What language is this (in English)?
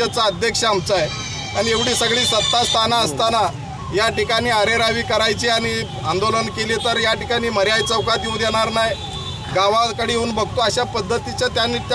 Marathi